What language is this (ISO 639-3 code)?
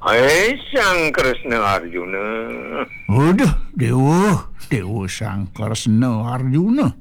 ban